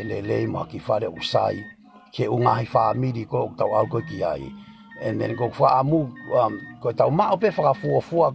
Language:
Tongan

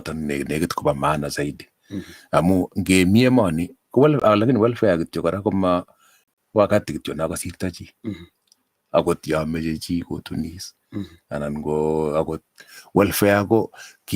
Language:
Kalenjin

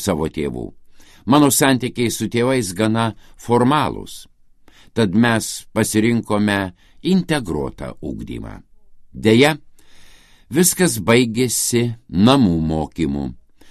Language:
Lithuanian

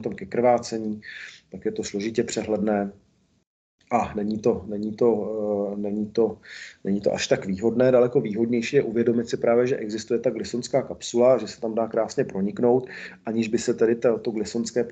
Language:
Czech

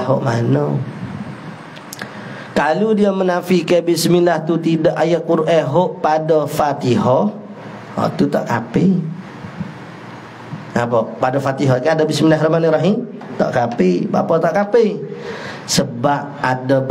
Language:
Malay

